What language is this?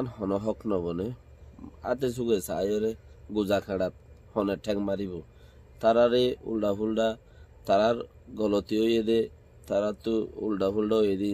Rohingya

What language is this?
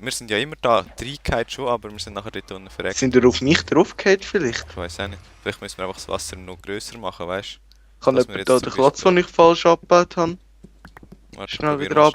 Swiss German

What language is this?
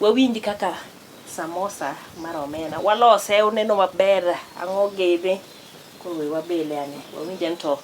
Luo (Kenya and Tanzania)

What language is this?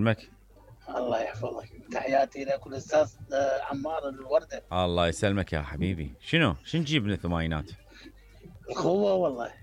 Mesopotamian Arabic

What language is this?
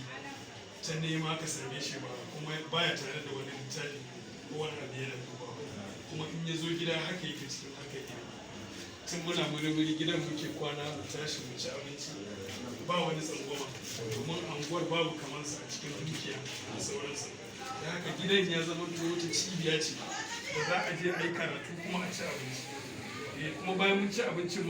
Hausa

